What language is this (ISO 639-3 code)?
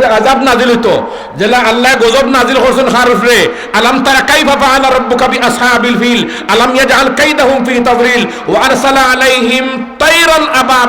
syl